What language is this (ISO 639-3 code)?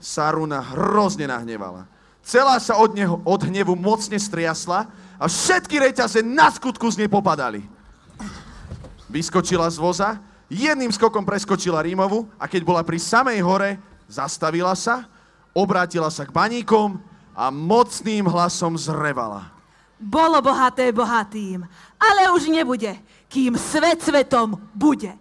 slk